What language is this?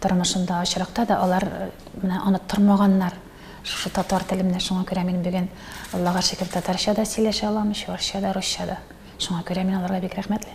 Tatar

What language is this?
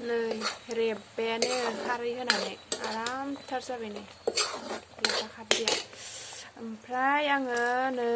Bodo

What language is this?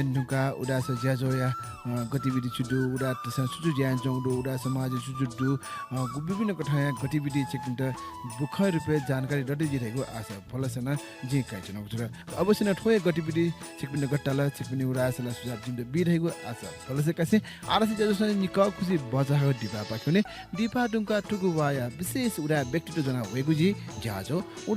Newari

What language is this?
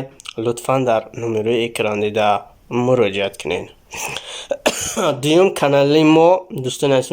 Tajik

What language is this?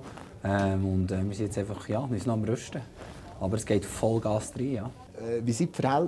Swiss German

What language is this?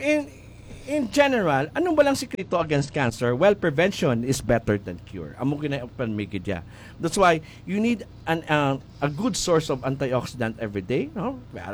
Hiligaynon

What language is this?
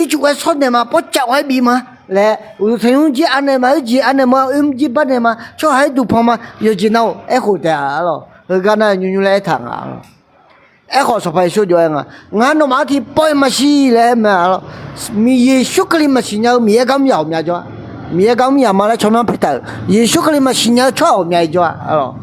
Akha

